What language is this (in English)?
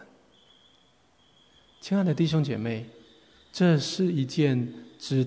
Chinese